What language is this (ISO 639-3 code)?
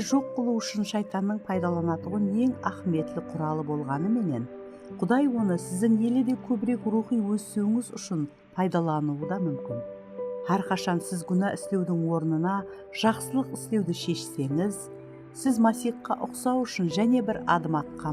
kaa